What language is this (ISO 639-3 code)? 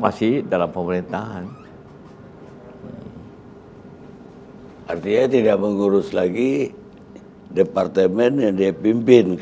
ind